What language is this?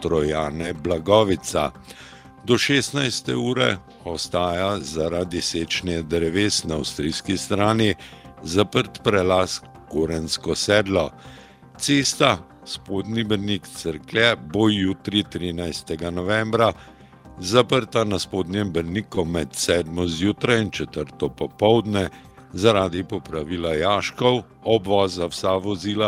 Slovenian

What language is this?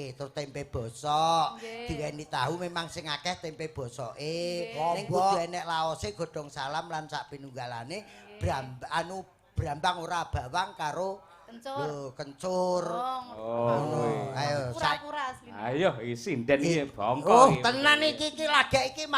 Javanese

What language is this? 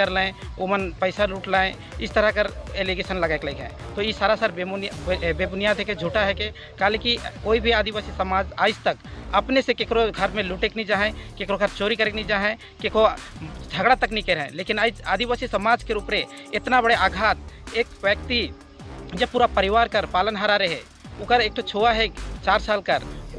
Sadri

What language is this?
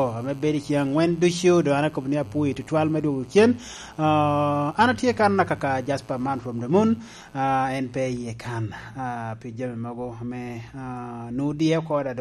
Lango (Uganda)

